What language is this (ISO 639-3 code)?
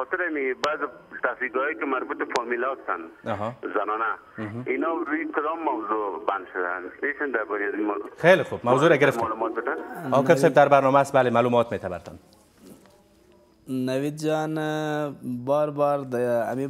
fas